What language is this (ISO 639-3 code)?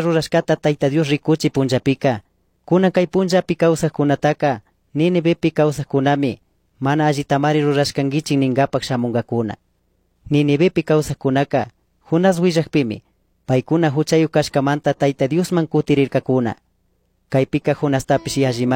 qug